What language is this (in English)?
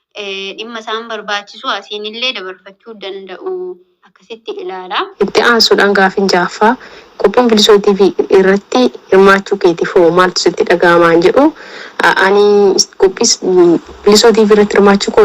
Oromo